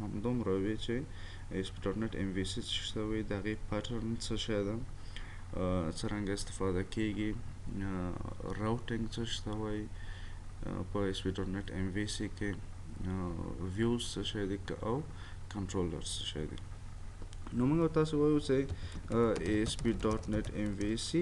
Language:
Pashto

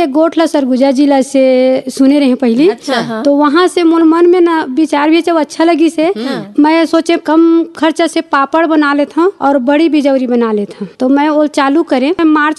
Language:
Chhattisgarhi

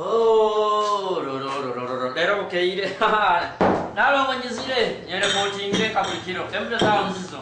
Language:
Nyoro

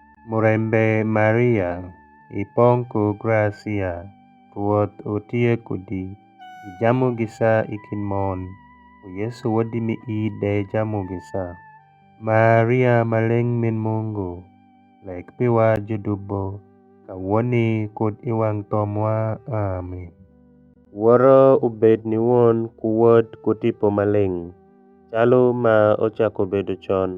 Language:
Alur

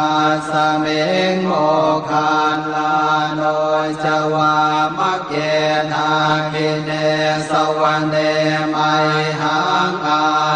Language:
Pali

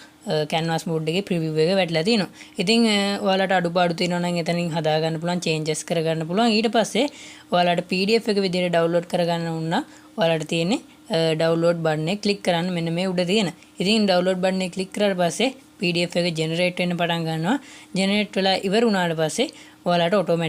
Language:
Sinhala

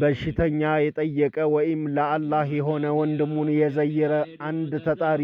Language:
Amharic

